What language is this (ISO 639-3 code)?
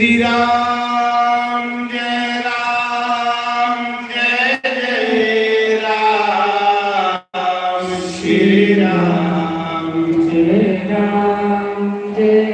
doi